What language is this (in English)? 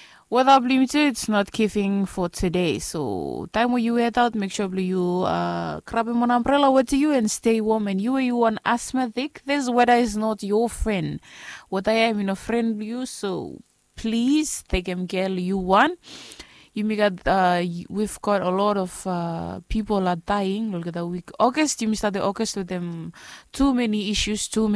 Bislama